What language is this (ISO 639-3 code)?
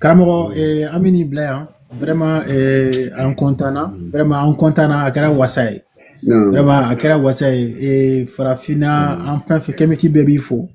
bam